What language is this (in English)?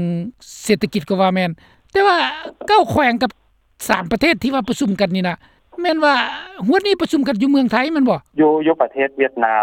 Lao